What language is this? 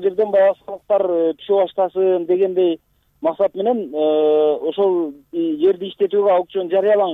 Kyrgyz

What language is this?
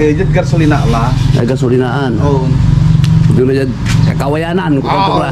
Pangasinan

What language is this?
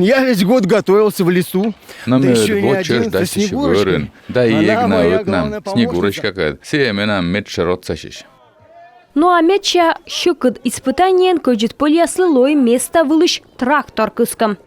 Komi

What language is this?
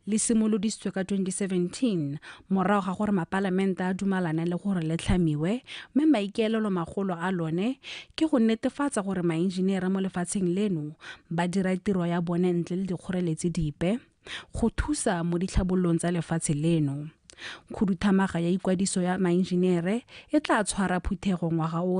Tswana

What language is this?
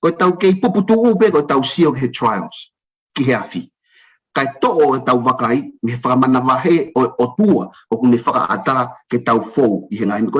Tongan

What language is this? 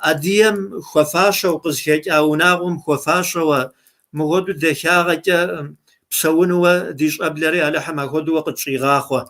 Kabardian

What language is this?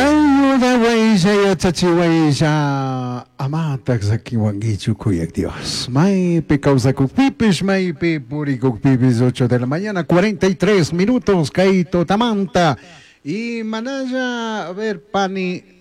Chimborazo Highland Quichua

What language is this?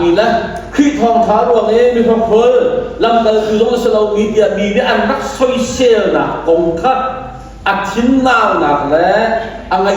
Hakha Chin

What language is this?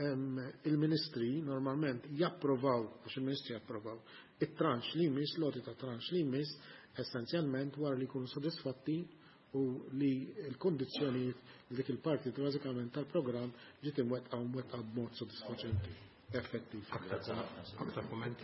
Maltese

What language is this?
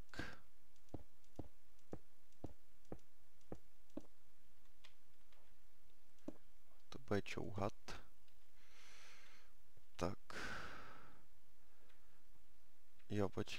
Czech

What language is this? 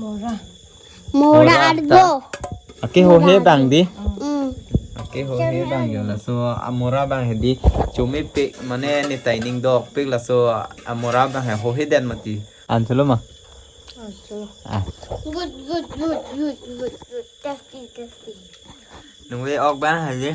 Karbi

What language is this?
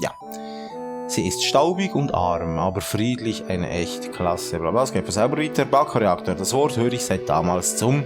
Swiss German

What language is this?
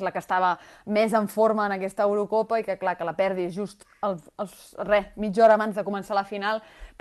Catalan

